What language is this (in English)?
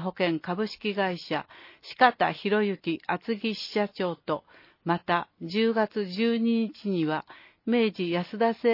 Japanese